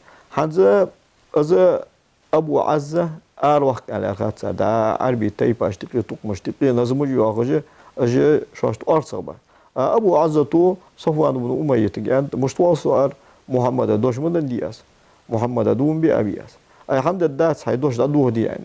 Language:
Ingush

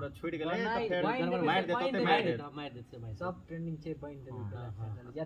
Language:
Maithili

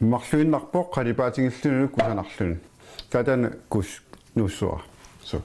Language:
Kalaallisut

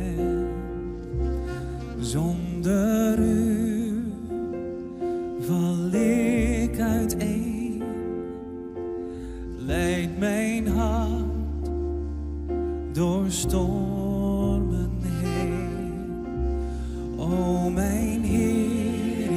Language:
Dutch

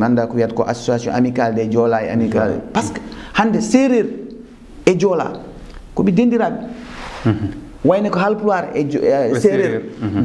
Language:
Fula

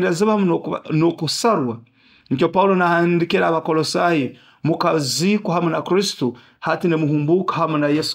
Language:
Nyoro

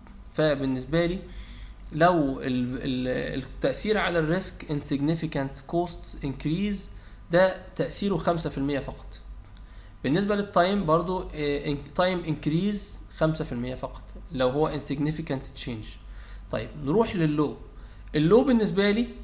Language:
Egyptian Arabic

